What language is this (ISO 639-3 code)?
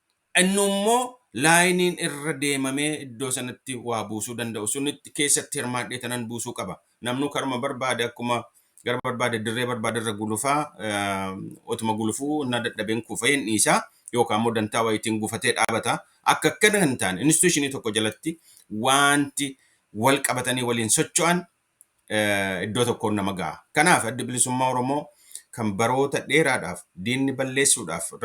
orm